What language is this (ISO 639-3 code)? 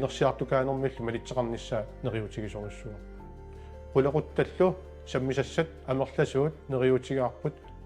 kal